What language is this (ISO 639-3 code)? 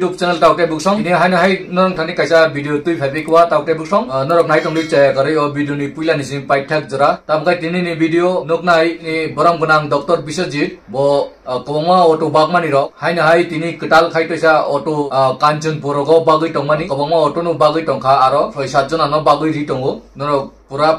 trp